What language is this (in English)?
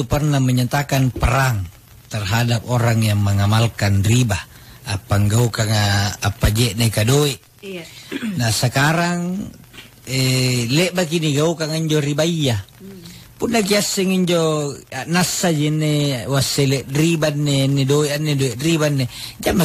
Makasar